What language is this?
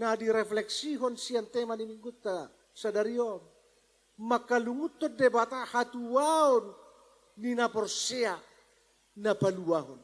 Batak Toba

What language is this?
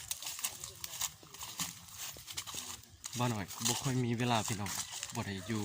Lao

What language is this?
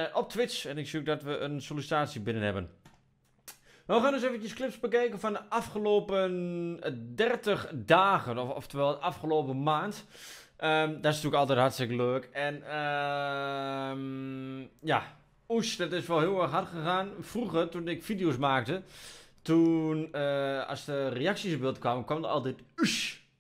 Dutch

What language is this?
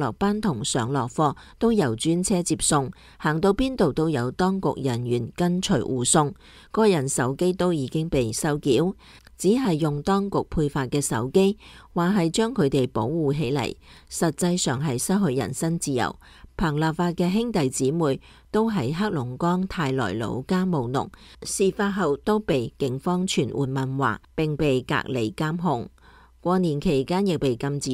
Cantonese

